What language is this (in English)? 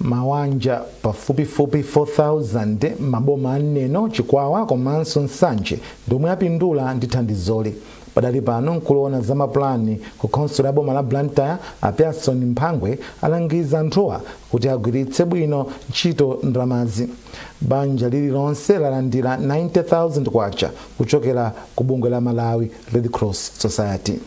Nyanja